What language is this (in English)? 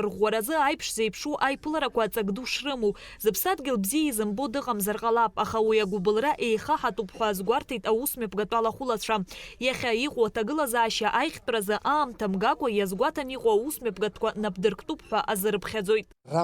Abkhazian